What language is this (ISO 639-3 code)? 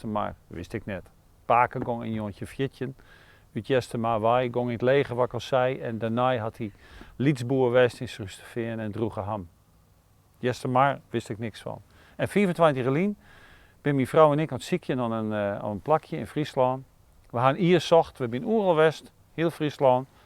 fry